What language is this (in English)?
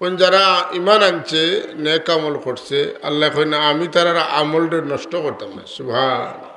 Sylheti